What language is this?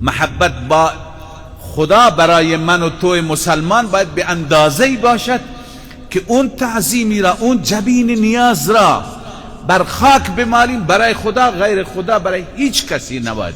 Persian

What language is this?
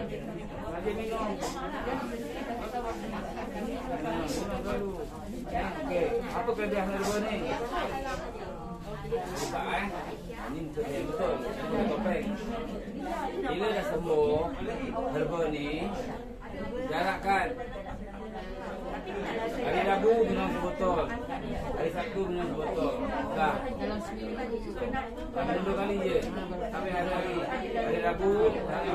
Malay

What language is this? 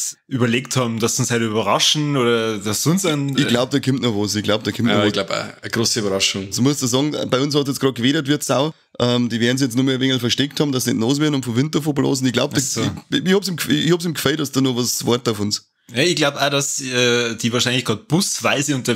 Bavarian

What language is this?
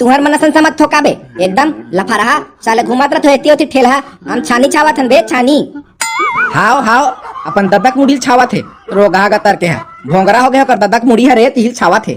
Chhattisgarhi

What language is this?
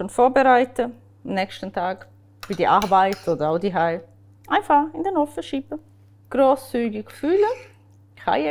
Swiss German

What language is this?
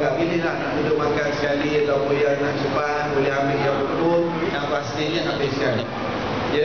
Malay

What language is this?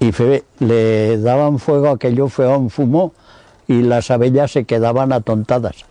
Aragonese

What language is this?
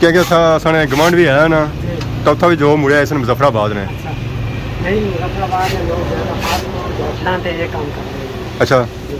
Pahari-Potwari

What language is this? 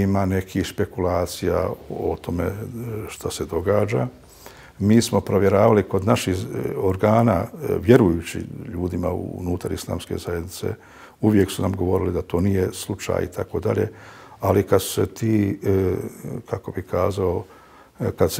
Bosnian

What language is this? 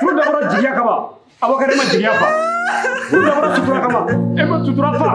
Bambara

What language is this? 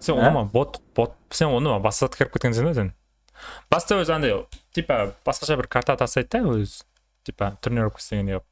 Kara-Kalpak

